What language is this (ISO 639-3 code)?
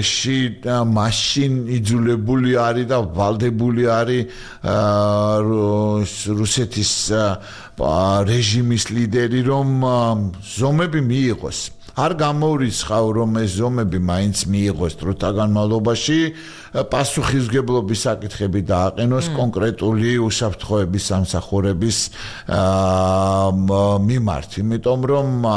kat